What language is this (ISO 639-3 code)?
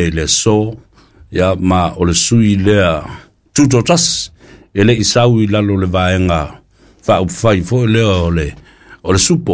smo